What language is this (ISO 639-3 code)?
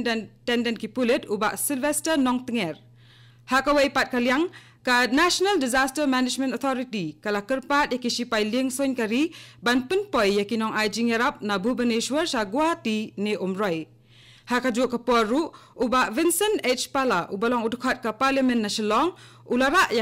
kha